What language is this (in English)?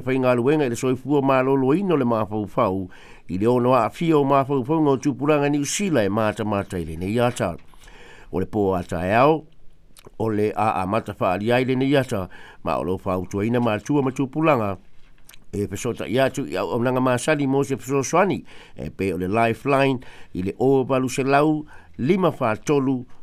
Samoan